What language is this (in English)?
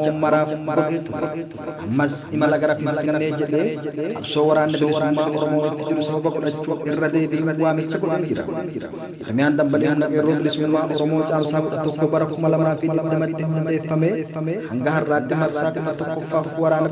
Oromo